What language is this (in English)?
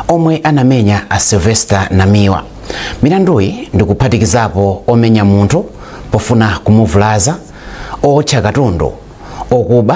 Nyanja